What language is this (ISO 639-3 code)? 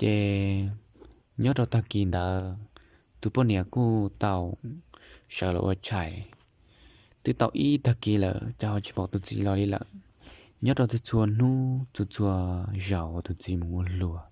hmn